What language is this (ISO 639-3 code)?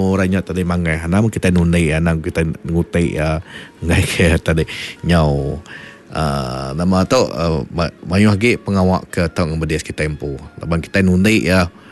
iba